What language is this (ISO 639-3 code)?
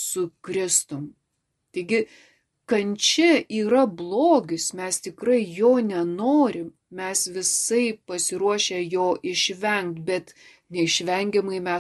lit